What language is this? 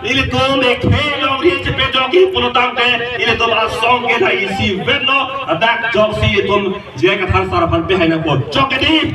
Karbi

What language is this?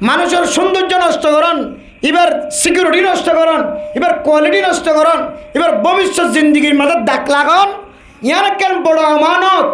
Rohingya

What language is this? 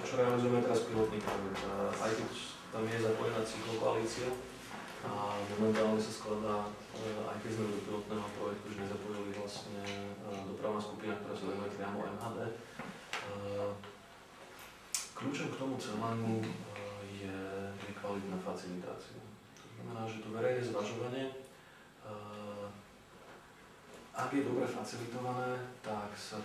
Slovak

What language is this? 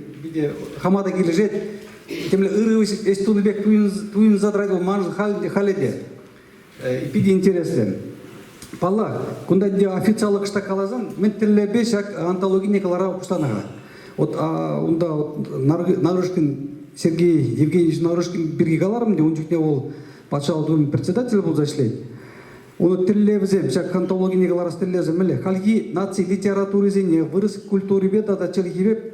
Chuvash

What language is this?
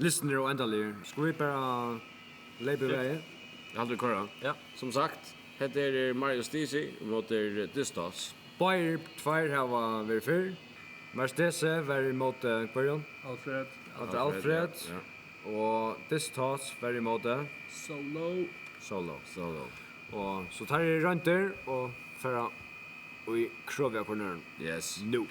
Faroese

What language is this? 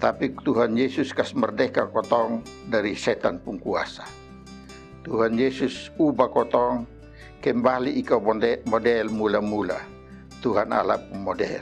Kupang Malay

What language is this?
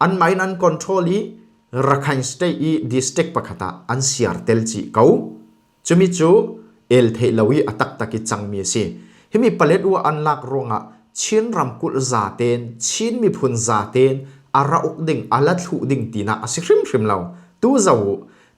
Falam Chin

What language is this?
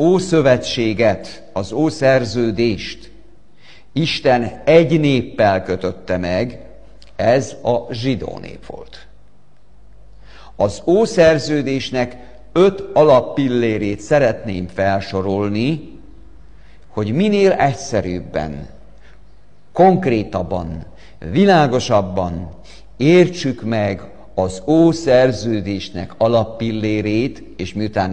Hungarian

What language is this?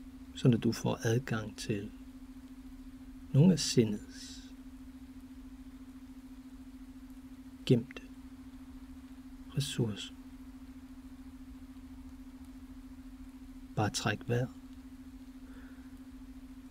Danish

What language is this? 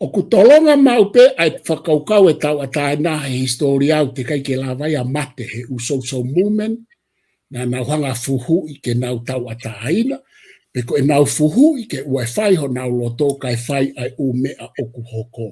Tongan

